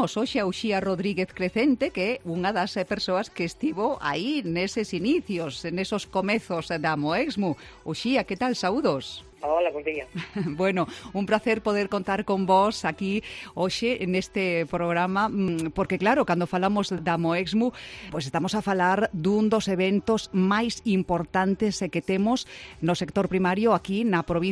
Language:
Galician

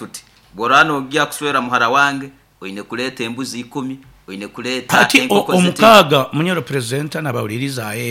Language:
Nyoro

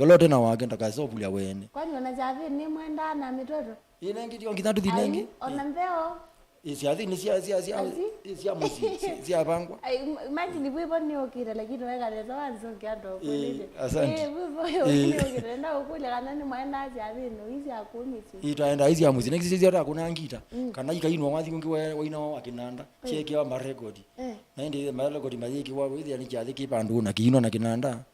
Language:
Kamba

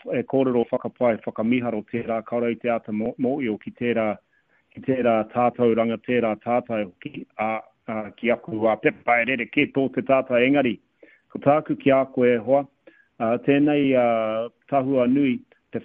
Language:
Māori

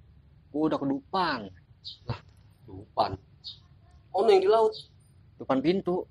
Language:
Betawi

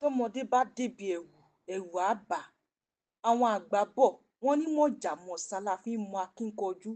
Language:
Yoruba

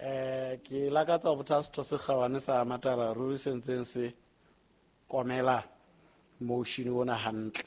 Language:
Southern Sotho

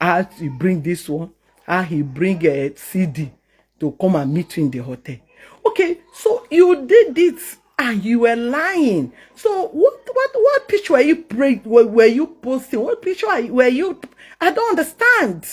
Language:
Nigerian Pidgin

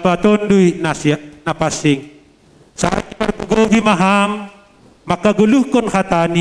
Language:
Batak Simalungun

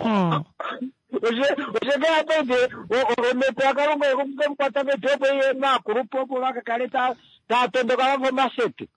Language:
Kuanyama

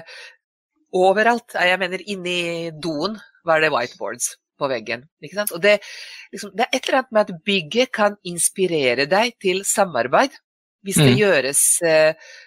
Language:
Norwegian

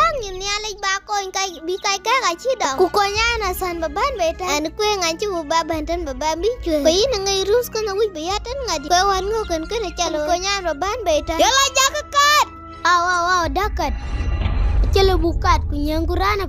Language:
Dinka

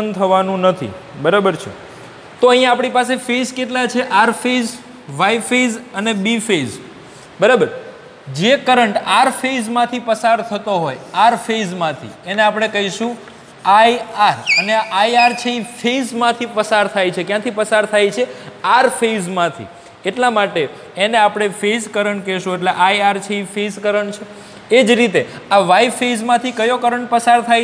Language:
Gujarati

